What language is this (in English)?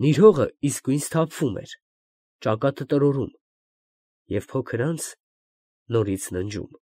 Armenian